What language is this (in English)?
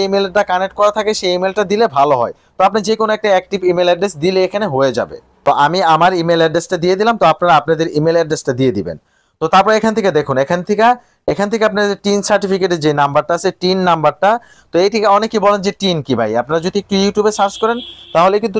Bangla